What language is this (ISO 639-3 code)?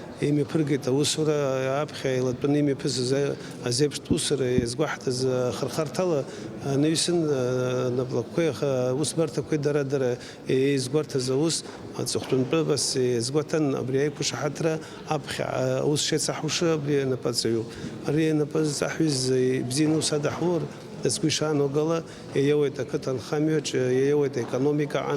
abk